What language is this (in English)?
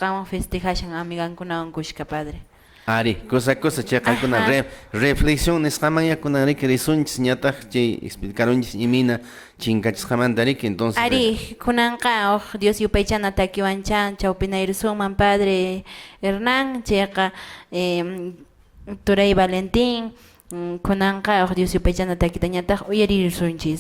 Quechua